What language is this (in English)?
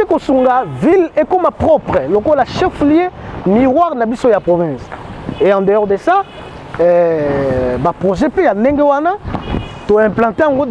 Lingala